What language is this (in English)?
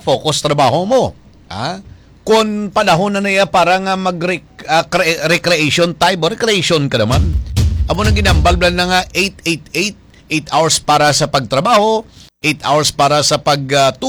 Hiligaynon